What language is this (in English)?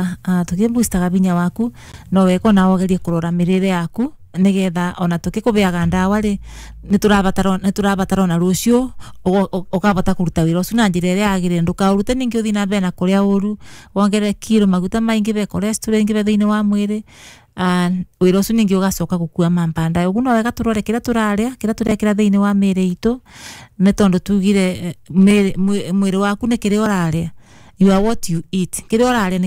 Kikuyu